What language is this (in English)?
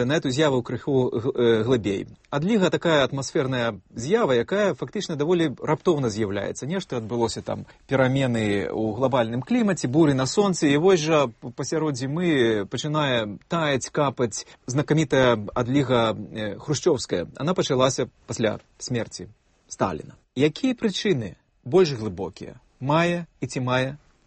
Belarusian